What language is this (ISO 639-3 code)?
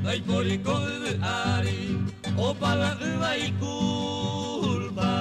grn